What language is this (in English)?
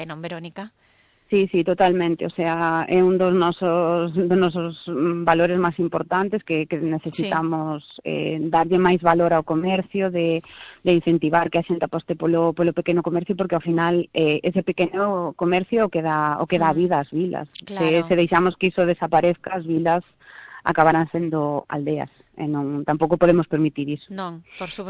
Galician